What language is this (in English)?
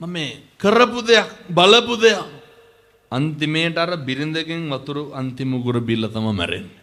Sinhala